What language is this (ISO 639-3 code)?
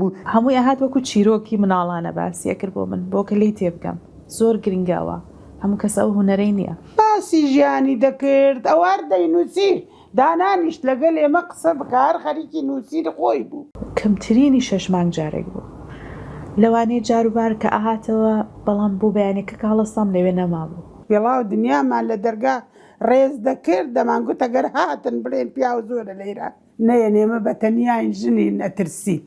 ckb